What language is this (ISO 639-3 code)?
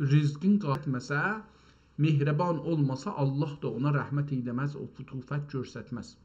azb